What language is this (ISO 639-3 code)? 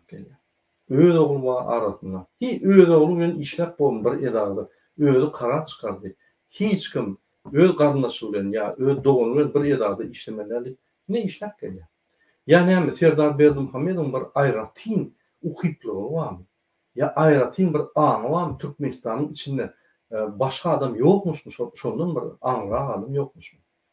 tuk